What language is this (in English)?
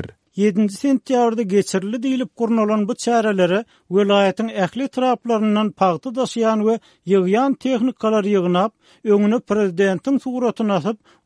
Turkmen